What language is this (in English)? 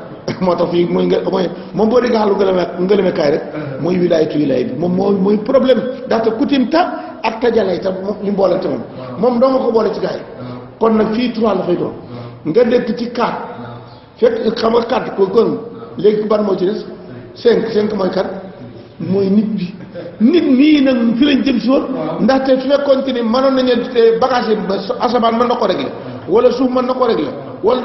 Wolof